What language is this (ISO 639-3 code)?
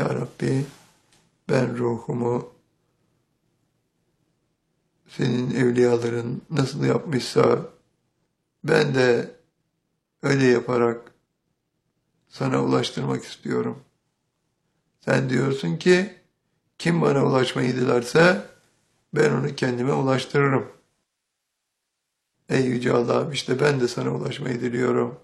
tur